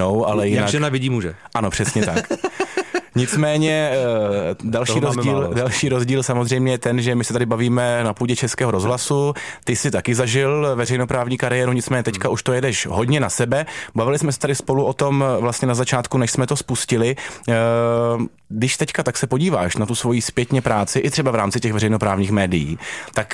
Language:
Czech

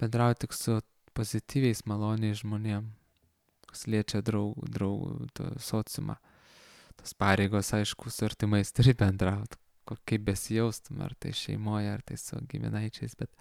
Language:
Lithuanian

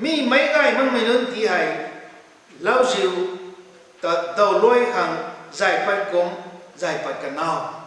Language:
Rongmei Naga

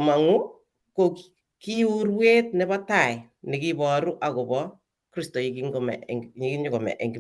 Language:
Kalenjin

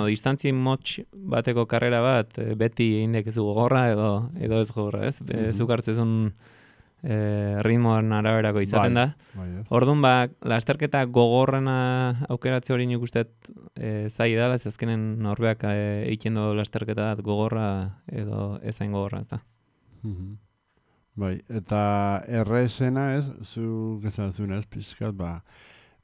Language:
Basque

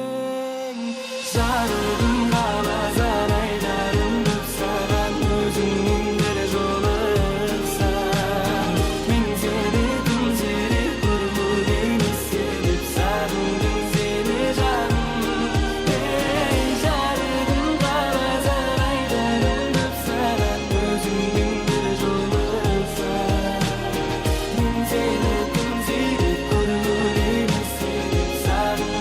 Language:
Kara-Kalpak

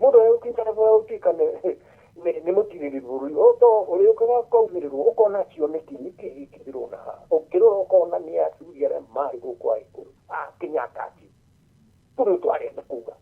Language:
Kikuyu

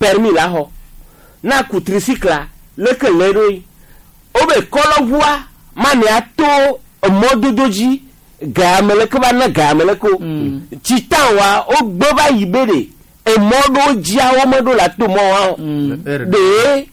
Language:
Gen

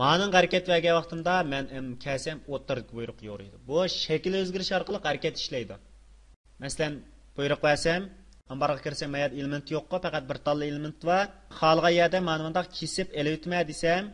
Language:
Uyghur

